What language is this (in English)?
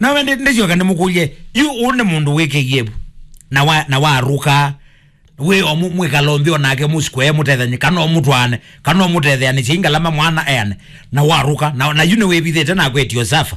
Kamba